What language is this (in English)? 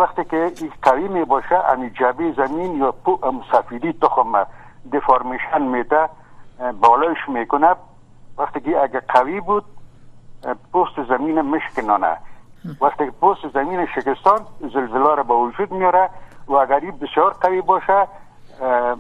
Persian